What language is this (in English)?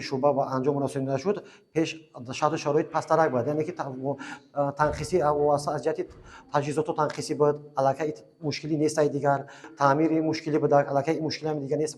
Tajik